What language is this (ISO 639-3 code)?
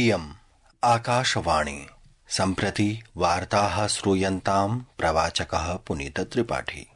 san